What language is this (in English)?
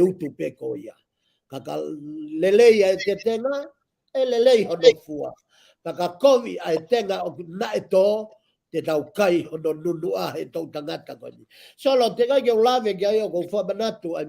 Tongan